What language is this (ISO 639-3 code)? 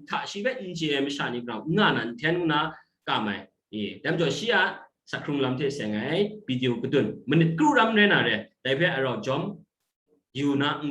kac